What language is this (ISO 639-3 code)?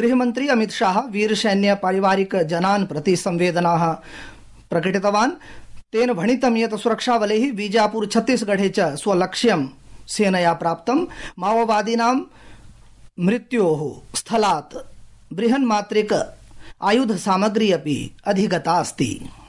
san